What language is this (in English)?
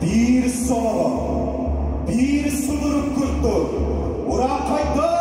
Yakut